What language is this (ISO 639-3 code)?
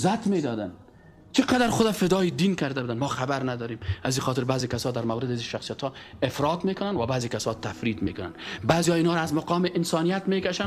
fas